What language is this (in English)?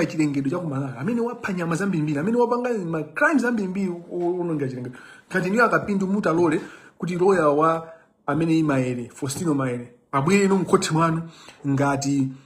Nyanja